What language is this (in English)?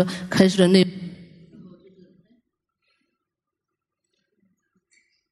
Thai